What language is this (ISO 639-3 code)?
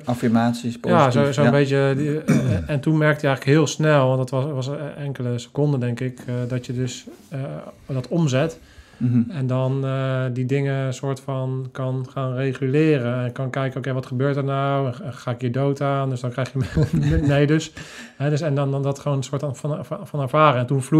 nld